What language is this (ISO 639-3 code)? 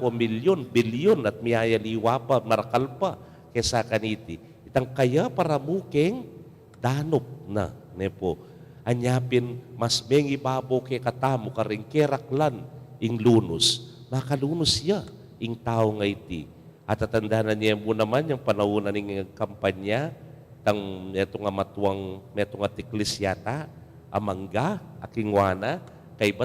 pam